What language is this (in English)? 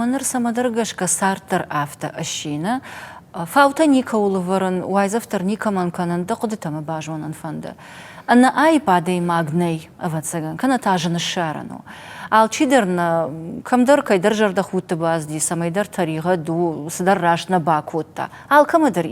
Ossetic